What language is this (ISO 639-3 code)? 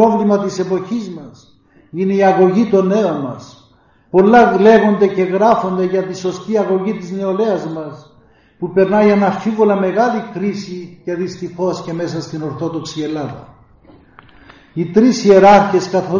ell